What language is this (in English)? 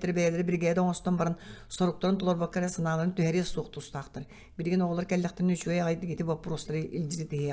Yakut